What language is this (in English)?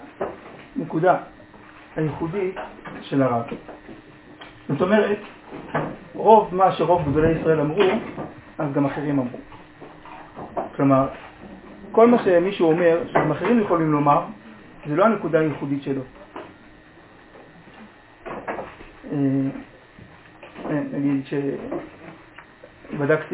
Hebrew